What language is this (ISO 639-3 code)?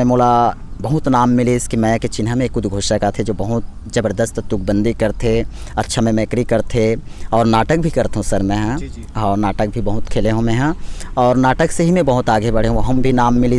hne